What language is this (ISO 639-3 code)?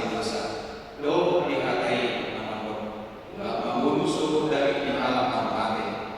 bbc